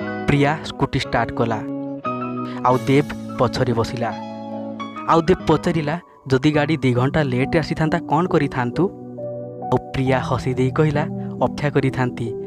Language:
Odia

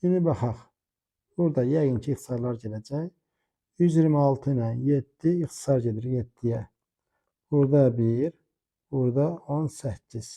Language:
Azerbaijani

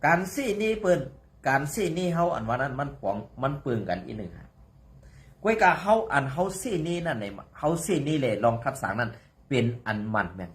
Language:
Shan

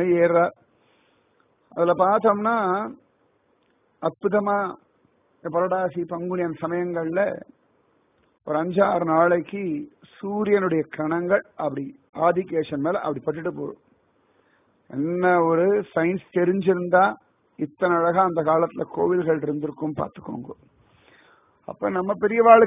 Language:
Tamil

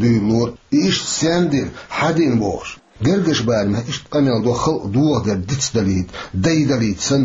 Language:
Chechen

